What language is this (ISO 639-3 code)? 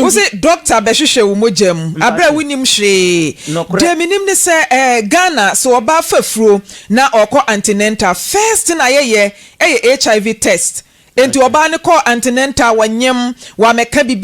aka